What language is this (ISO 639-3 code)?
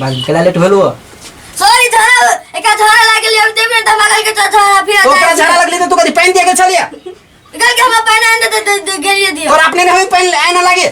mai